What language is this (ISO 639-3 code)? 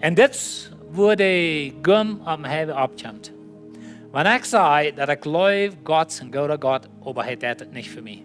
pdt